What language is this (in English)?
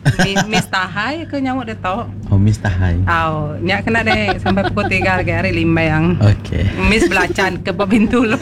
Iban